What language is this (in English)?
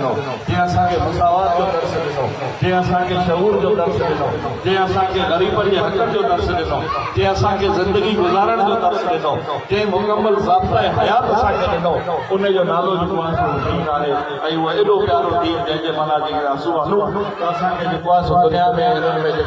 Sindhi